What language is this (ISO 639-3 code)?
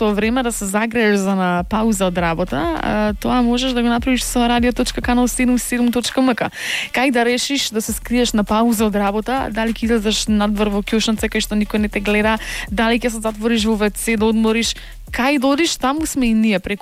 mkd